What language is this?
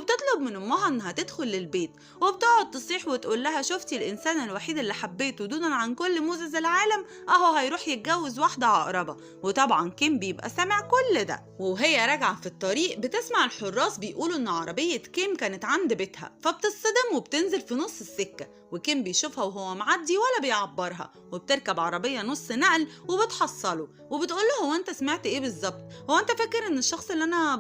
Egyptian Arabic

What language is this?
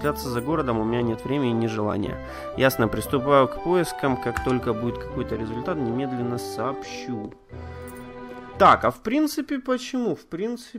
Russian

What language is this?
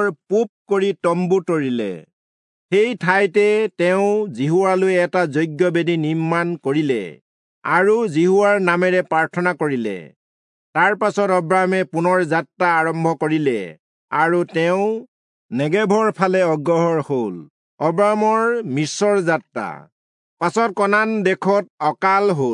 Assamese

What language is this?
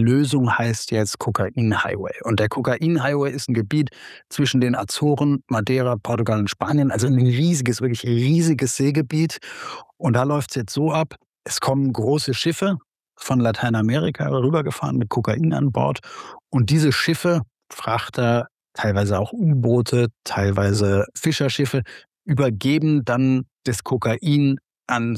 German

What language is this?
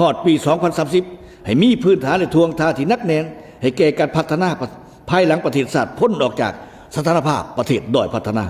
Lao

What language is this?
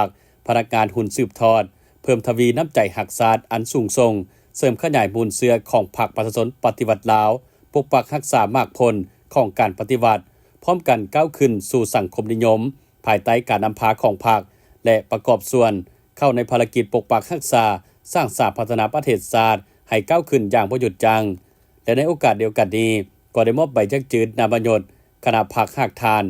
Lao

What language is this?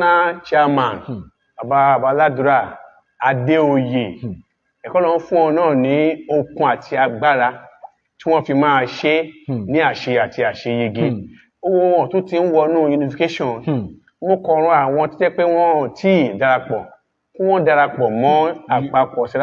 Yoruba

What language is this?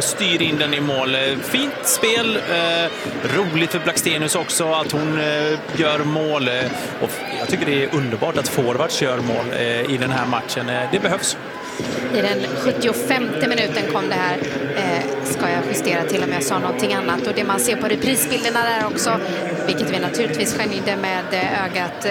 Swedish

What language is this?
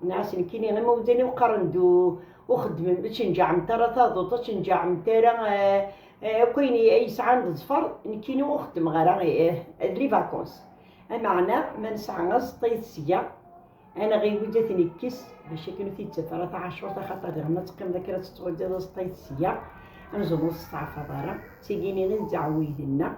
Kabyle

